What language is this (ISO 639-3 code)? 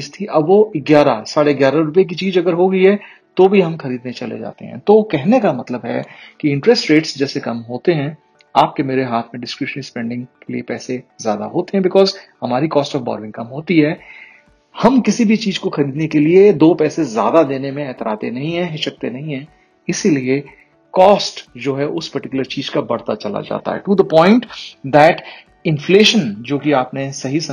hin